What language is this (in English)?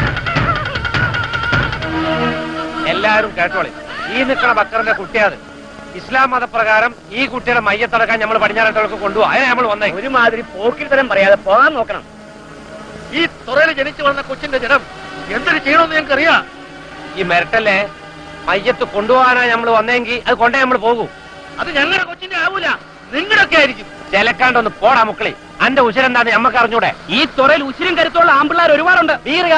Malayalam